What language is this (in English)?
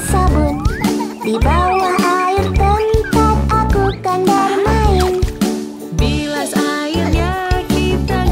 Indonesian